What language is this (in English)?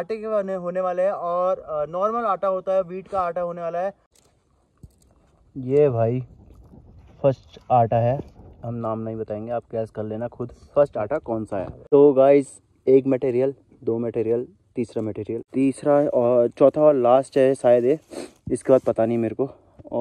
Hindi